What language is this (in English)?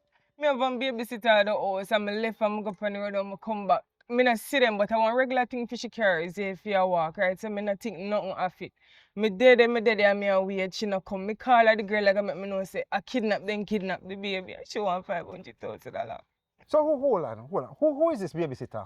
Jamaican Creole English